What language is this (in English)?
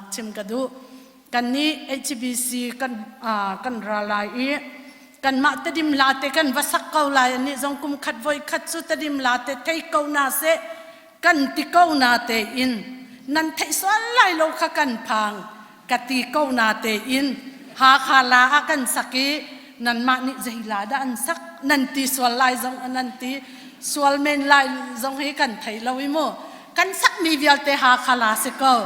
Hakha Chin